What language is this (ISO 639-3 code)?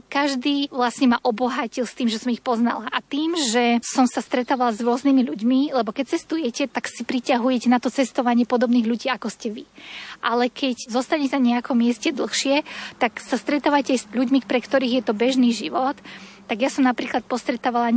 slk